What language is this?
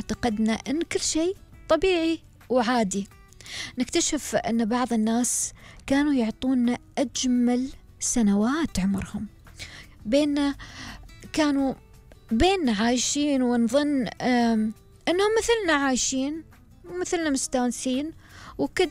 Gulf Arabic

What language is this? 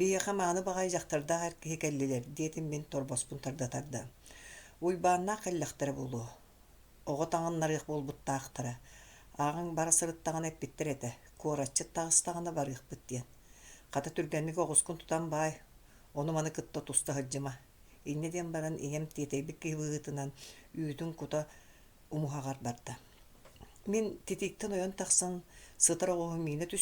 Yakut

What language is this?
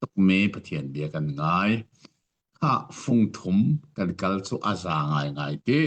Hakha Chin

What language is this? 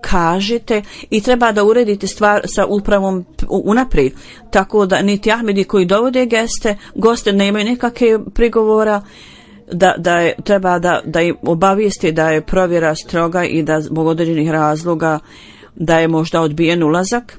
Bosnian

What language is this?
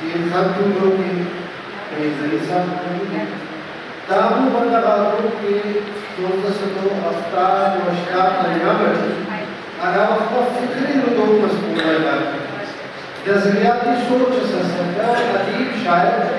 Brahui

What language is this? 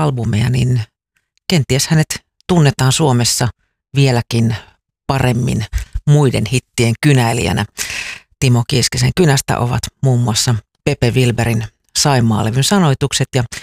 Finnish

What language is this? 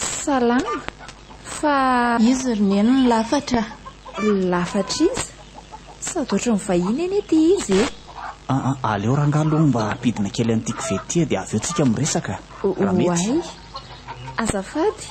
Malagasy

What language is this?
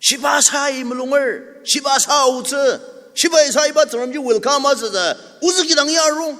Ao Naga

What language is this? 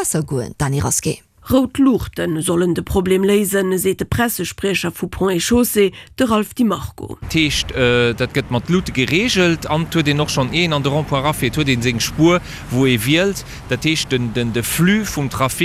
Luxembourgish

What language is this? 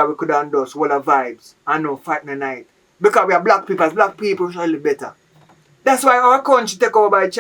Jamaican Creole English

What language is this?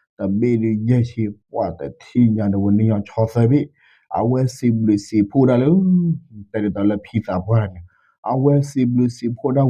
S'gaw Karen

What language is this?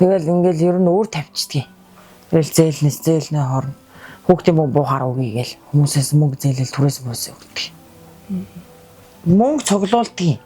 Mongolian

